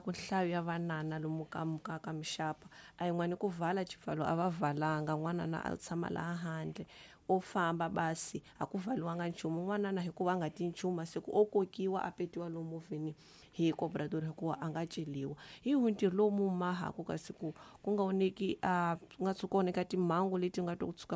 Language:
Tsonga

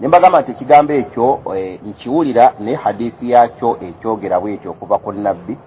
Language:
Ganda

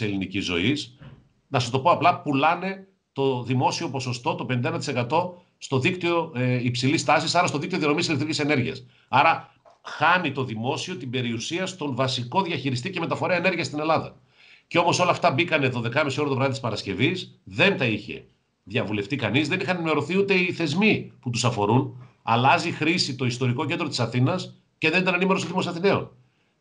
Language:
Greek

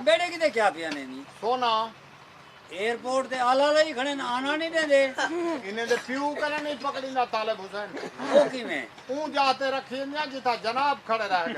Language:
Saraiki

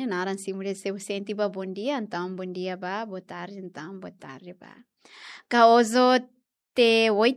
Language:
Tetum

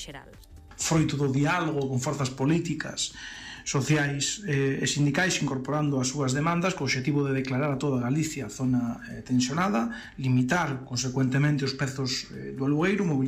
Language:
Galician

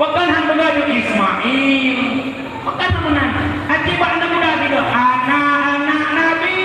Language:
Achinese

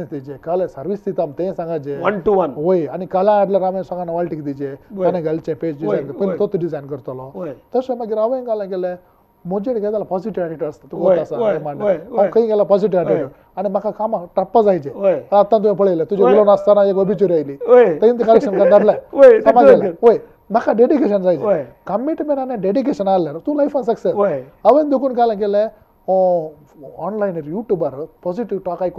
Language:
Konkani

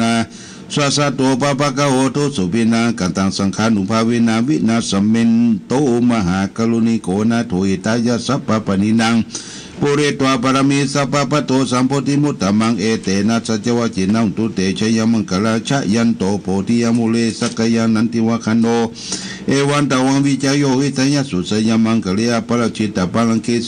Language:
Pali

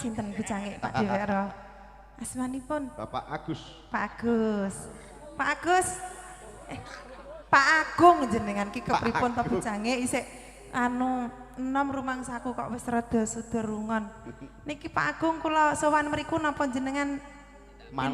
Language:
Javanese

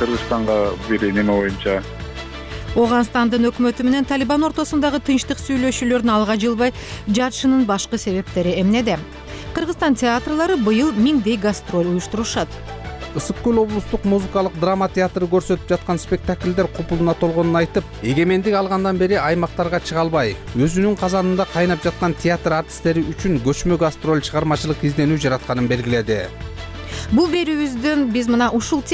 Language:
Kyrgyz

